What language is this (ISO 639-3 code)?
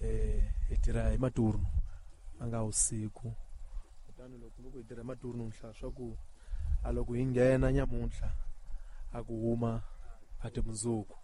tso